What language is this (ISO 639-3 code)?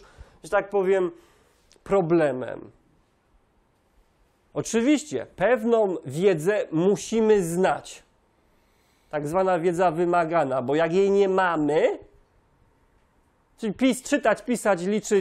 pol